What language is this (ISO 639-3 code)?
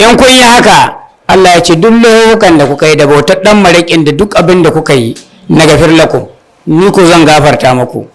hau